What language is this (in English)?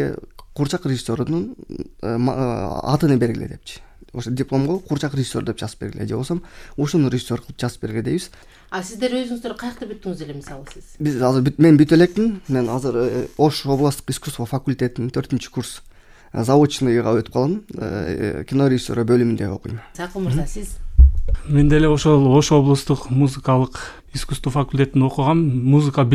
Kyrgyz